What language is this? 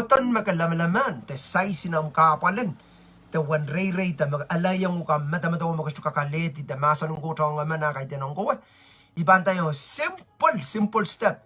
Pohnpeian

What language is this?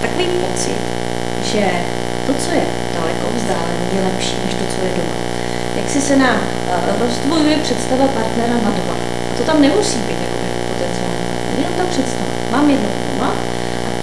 Czech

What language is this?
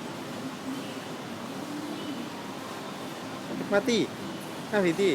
Lao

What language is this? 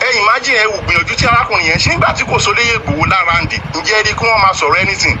Yoruba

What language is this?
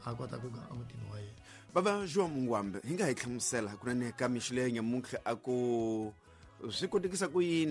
Tsonga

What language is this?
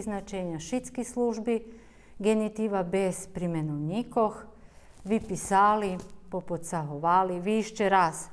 Rusyn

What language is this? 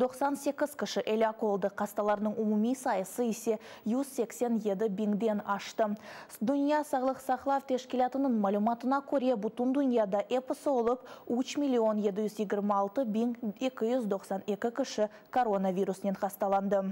Crimean Tatar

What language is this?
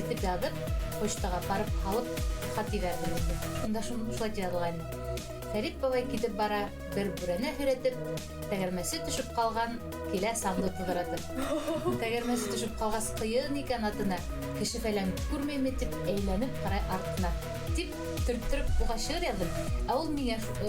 Bashkir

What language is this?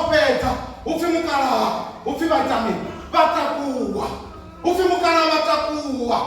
Venda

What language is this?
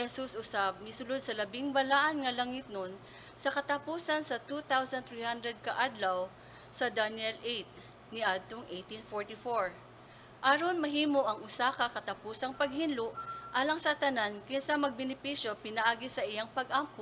Cebuano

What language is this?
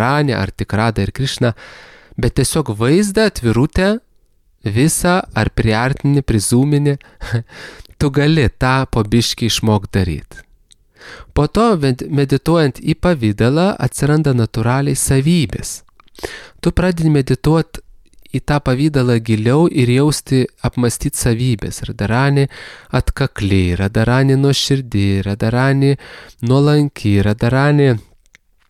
Lithuanian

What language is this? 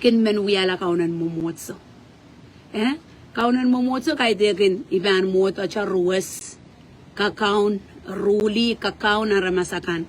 Pohnpeian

